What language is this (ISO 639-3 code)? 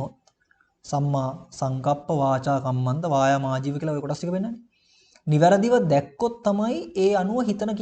sin